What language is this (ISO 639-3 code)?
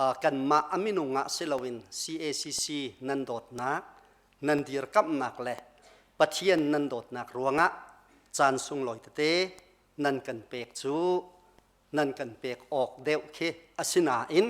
cnh